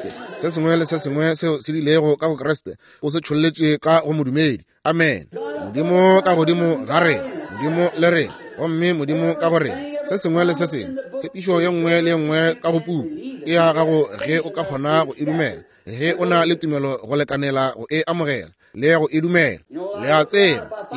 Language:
Northern Sotho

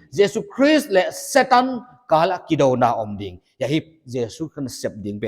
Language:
Paite Chin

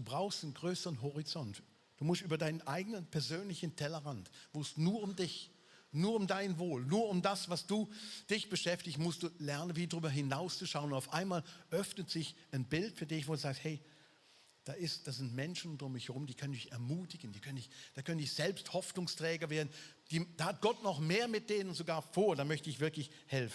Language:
Swiss German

